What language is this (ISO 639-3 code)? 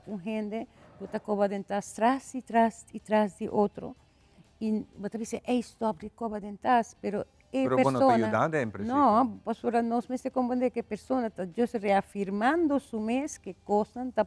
pap